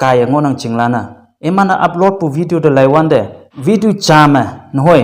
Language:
Konyak Naga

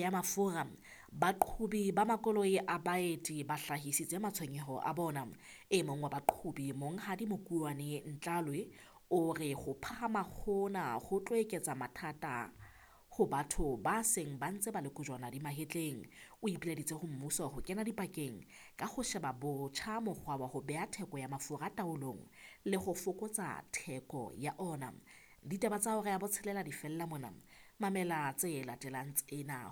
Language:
Southern Sotho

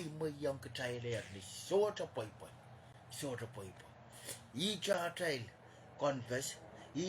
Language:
Pohnpeian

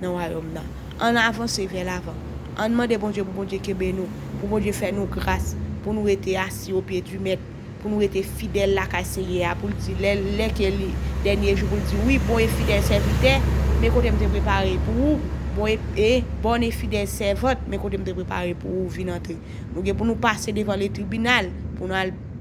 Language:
Haitian Creole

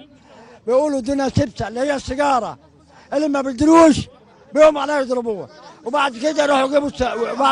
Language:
Egyptian Arabic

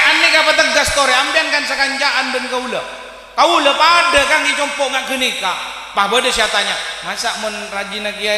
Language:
Madurese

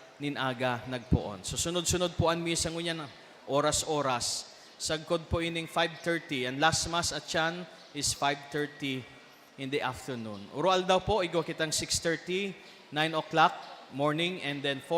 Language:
Bikol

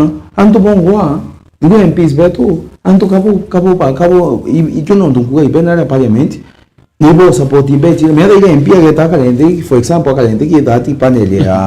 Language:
Meru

